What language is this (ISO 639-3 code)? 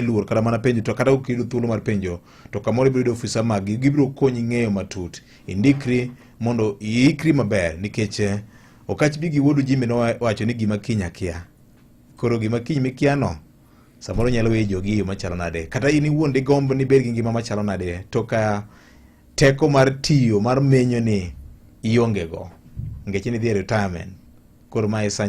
luo